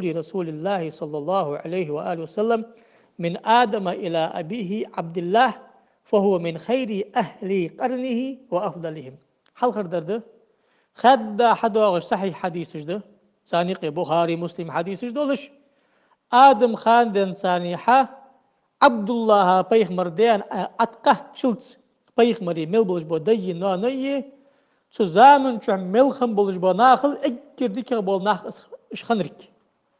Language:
Ingush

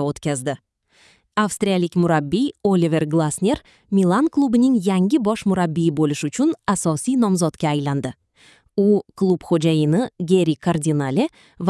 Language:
Uzbek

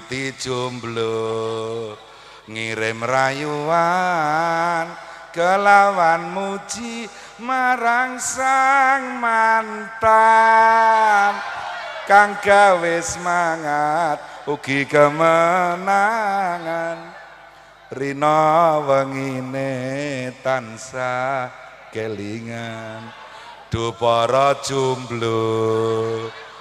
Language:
Javanese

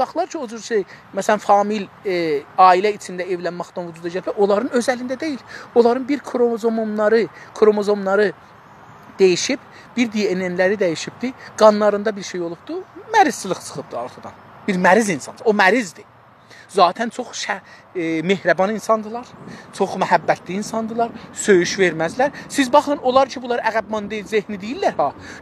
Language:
South Azerbaijani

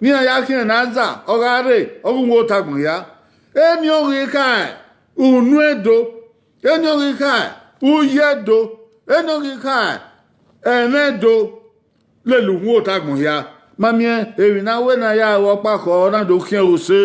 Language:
Bini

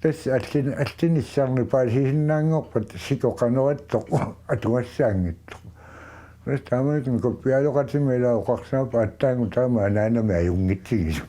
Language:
Kalaallisut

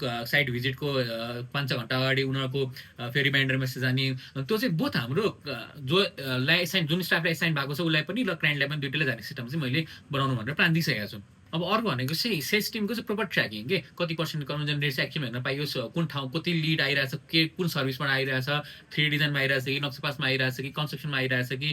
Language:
Nepali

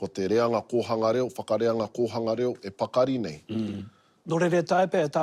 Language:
Māori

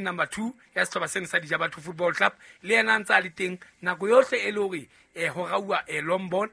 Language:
Southern Sotho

